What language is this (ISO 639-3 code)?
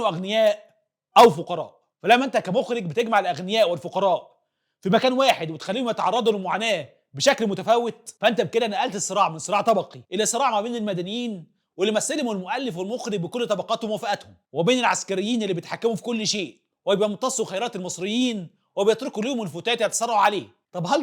arz